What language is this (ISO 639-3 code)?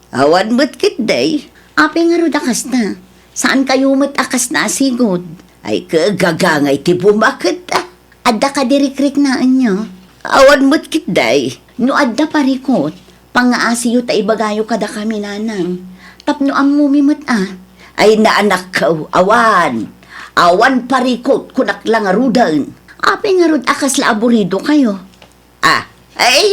ilo